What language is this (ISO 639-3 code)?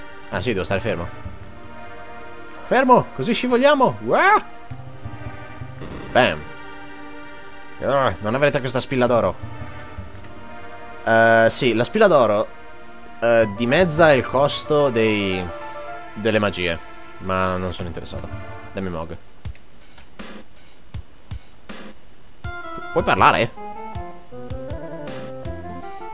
ita